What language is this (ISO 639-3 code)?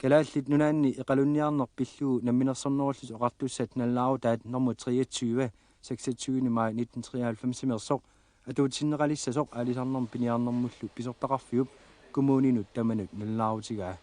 kal